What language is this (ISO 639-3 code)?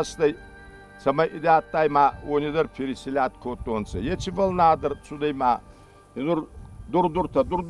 oss